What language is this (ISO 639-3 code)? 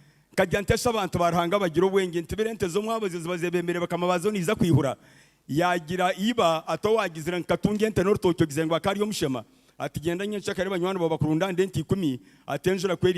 nyn